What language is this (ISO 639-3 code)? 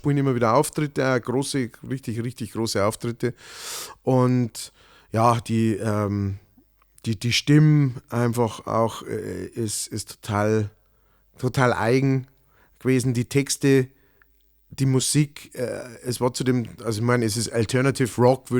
bar